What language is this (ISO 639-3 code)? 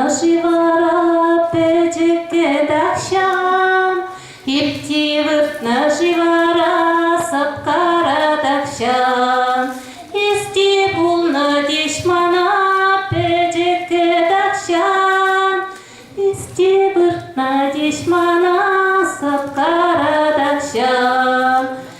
chv